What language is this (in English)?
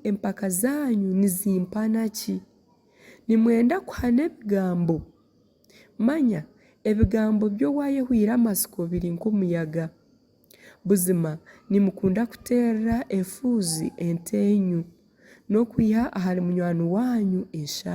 Nyankole